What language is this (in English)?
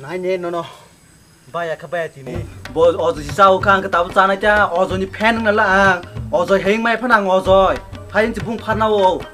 Kok Borok